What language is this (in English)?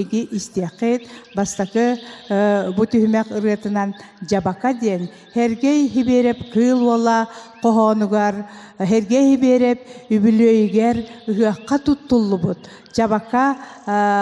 Yakut